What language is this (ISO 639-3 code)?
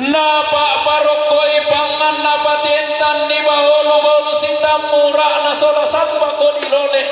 sda